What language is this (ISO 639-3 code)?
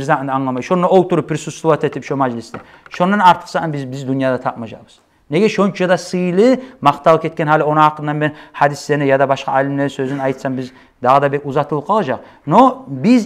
kum